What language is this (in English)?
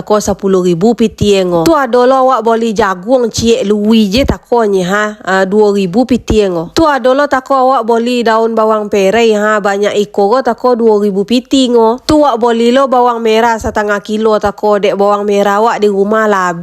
Minangkabau